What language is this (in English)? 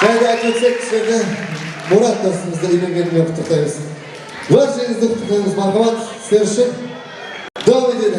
Kara-Kalpak